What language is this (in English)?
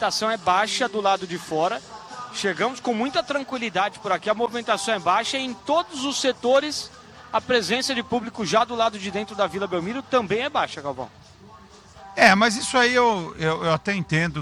Portuguese